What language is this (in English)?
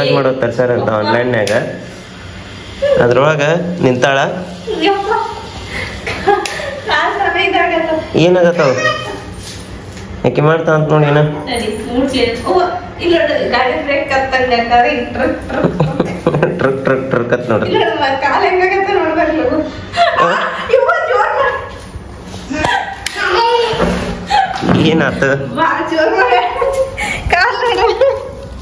Kannada